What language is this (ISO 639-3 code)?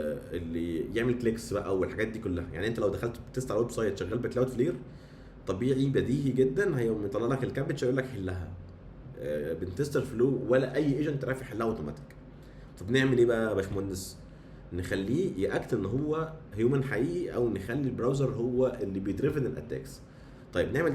arz